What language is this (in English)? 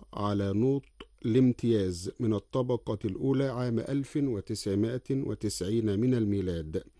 Arabic